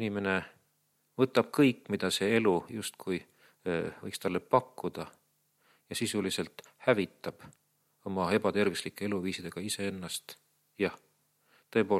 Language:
Estonian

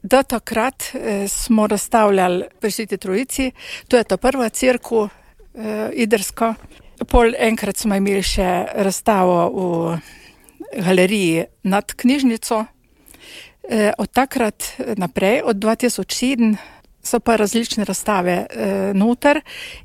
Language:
Slovenian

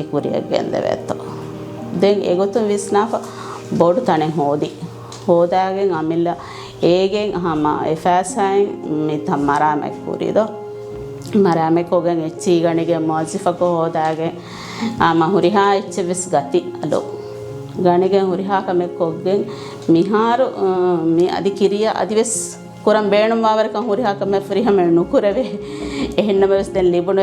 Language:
Divehi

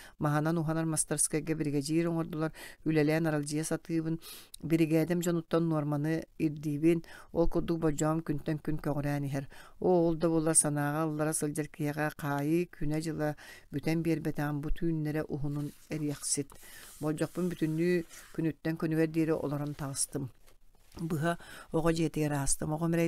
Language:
Yakut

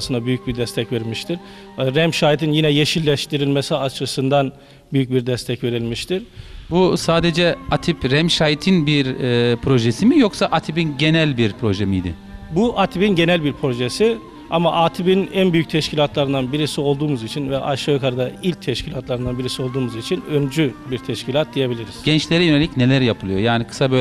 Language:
Turkish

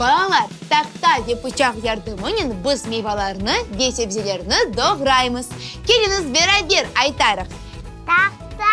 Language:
Crimean Tatar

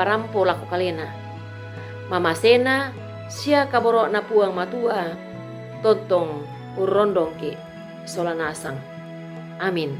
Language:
Toraja-Sa'dan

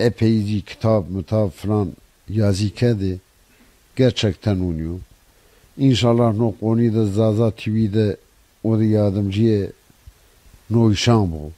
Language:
Zaza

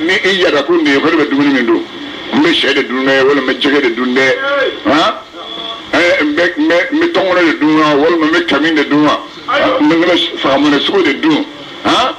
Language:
Bambara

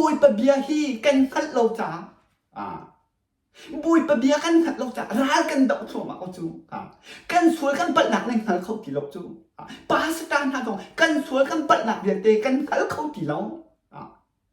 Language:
Hakha Chin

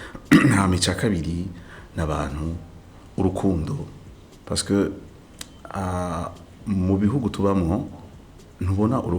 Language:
Rundi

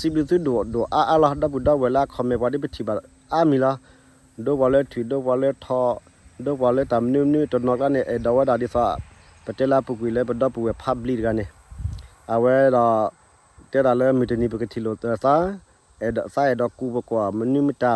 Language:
S'gaw Karen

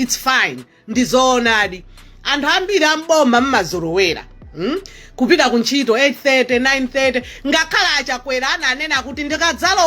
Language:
Nyanja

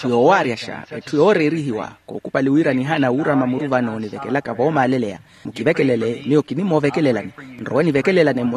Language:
Makhuwa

